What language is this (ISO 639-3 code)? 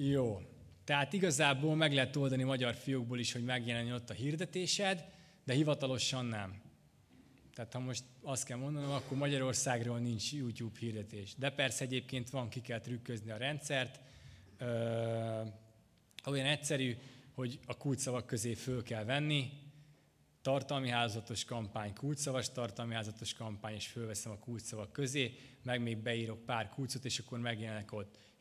hun